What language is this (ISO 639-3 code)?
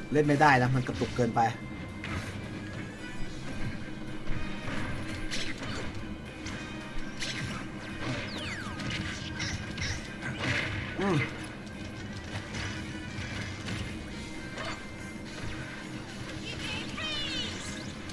tha